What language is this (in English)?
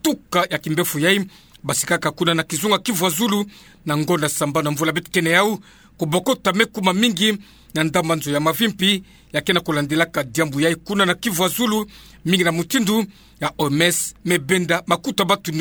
Kituba (Democratic Republic of Congo)